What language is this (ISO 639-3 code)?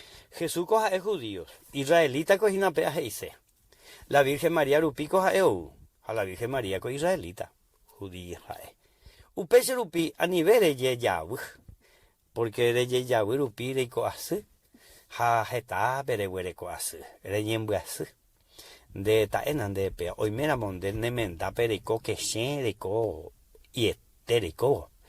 grn